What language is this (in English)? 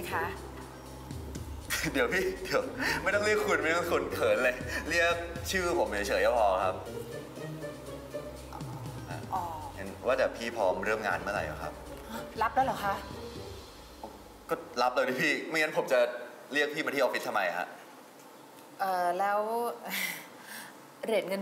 Thai